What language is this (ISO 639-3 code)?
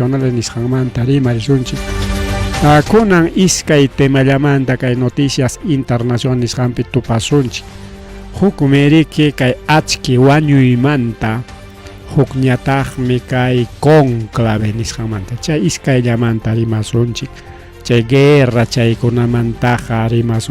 quy